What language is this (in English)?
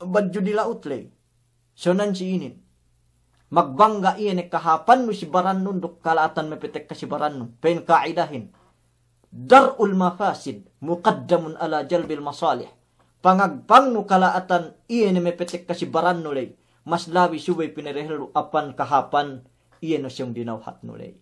Yakan